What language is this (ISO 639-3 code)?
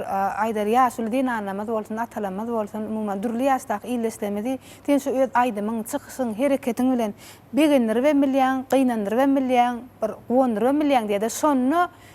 tuk